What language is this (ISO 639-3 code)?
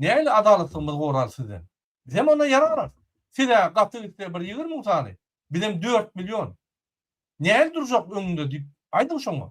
tuk